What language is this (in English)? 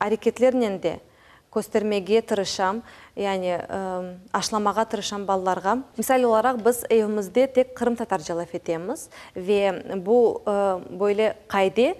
Crimean Tatar